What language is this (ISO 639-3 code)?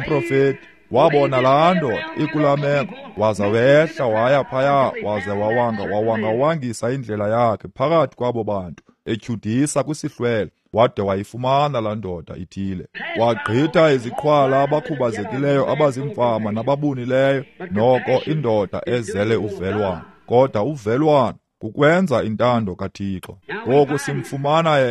xho